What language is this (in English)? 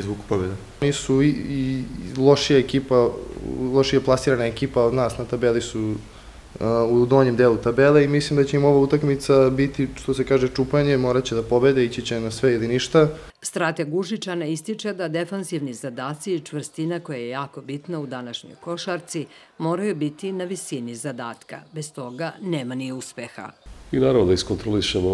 Serbian